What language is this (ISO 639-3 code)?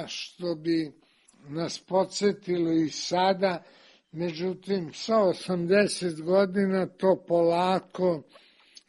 srp